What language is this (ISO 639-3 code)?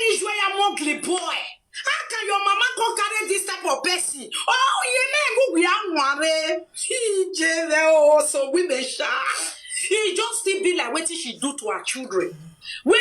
pcm